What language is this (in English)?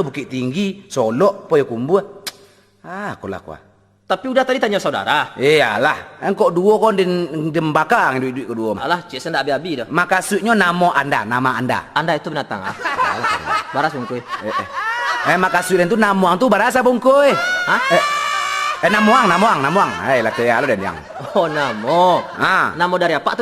Minangkabau